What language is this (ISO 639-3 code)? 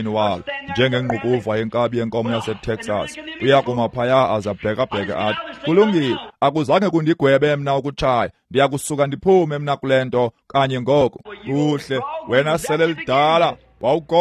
xho